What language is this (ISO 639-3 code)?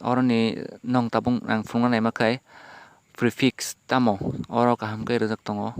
trp